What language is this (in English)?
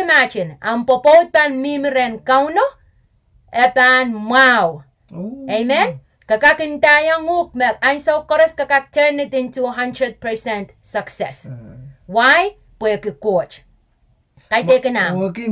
Pohnpeian